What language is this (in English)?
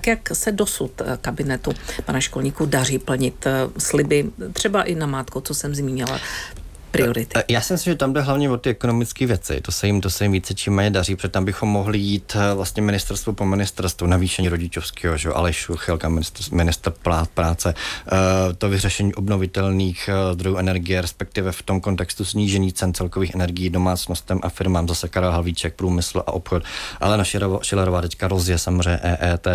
Czech